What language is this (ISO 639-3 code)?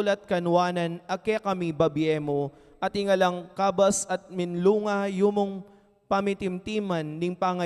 pam